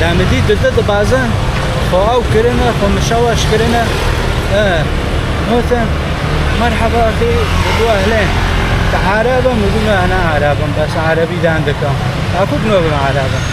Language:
Kurdish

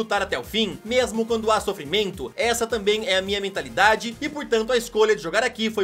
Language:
Portuguese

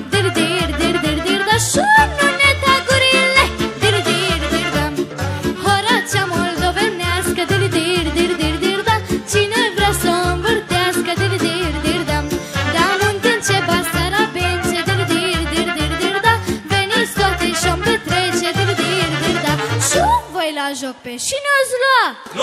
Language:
Romanian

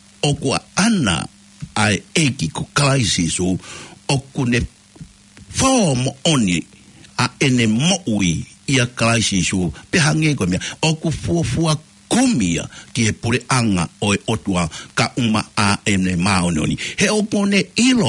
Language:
Tongan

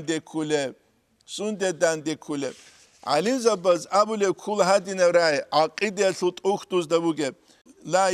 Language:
Avaric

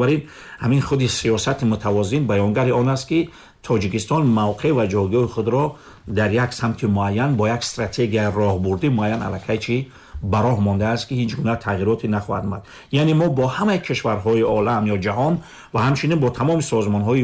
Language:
Tajik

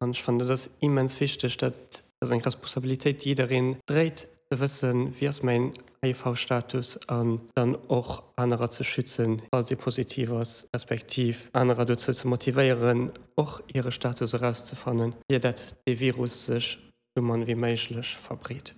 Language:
Luxembourgish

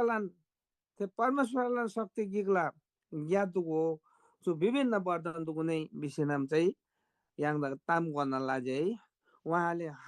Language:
Eastern Tamang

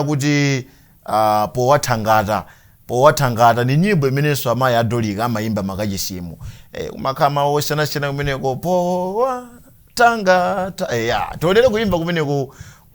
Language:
Nyanja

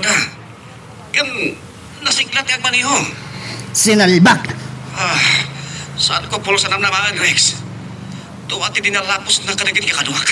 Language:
Iloko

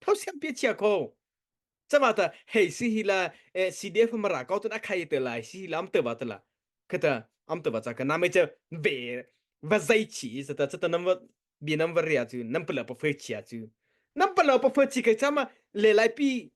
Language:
Mara Chin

